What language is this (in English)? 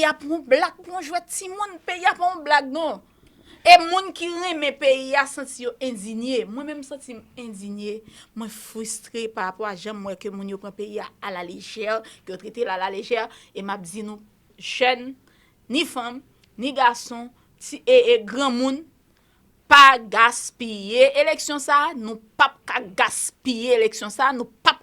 Haitian Creole